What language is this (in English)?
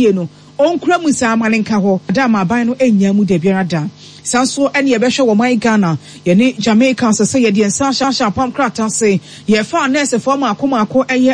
Akan